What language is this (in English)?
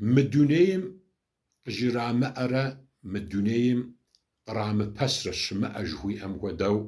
Kabardian